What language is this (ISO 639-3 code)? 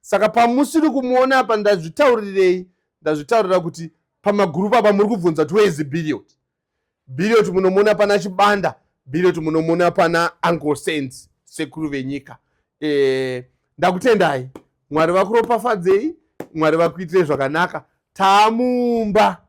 sna